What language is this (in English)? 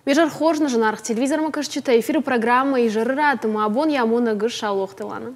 Ossetic